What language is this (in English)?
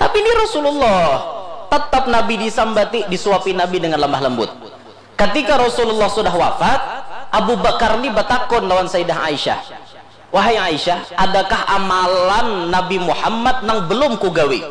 Banjar